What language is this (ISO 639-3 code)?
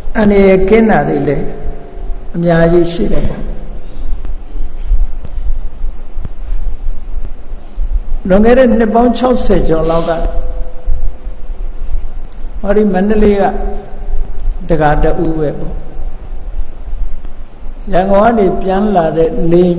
mya